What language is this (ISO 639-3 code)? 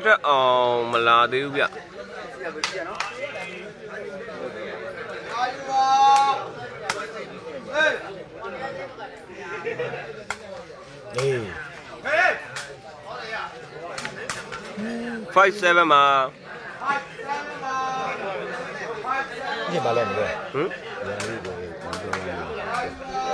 mya